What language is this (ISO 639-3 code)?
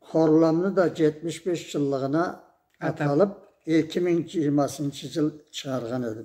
krc